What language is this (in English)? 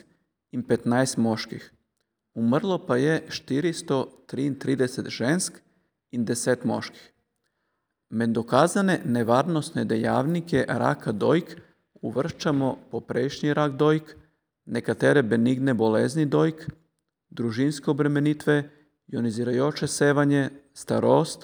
Slovenian